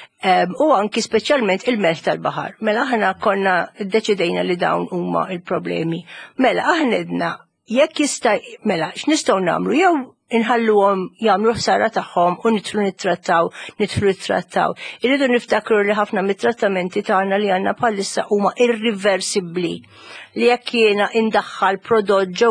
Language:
Maltese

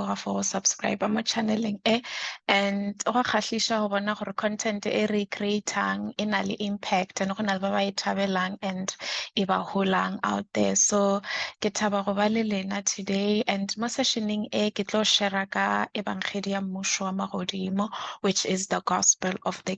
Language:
Northern Sotho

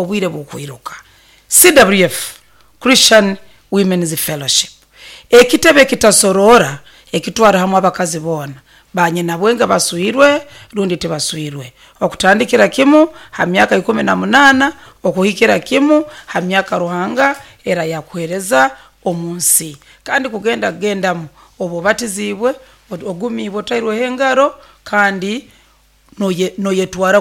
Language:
Nyoro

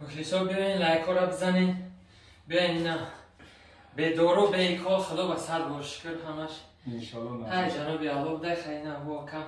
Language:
Tajik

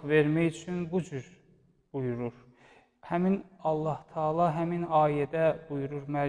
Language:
Azerbaijani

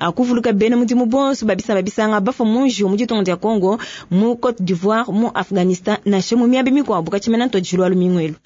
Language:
Luba-Lulua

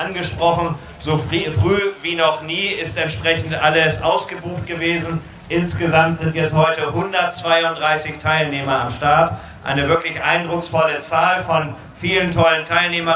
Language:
German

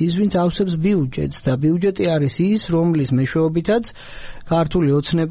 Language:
Georgian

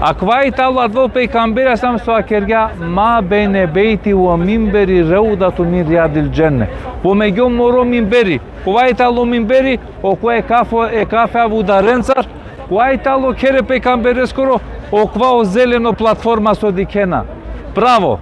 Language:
Balkan Romani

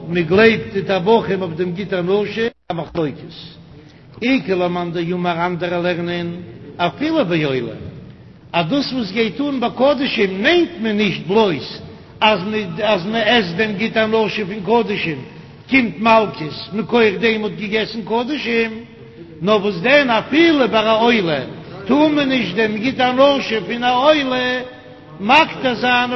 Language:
Yiddish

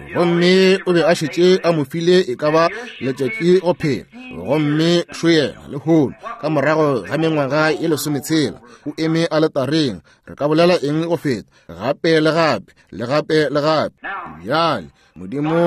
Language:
Northern Sotho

